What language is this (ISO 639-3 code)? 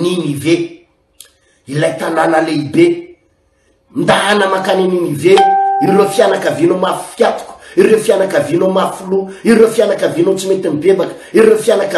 mlg